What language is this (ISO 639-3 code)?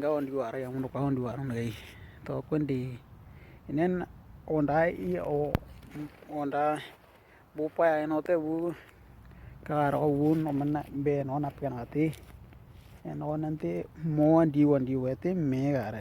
dnw